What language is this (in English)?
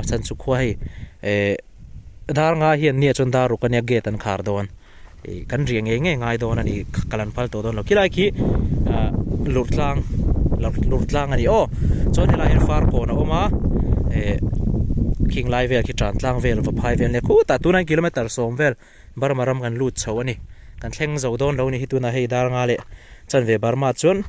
Mizo